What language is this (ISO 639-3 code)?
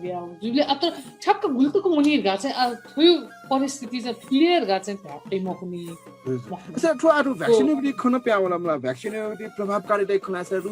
new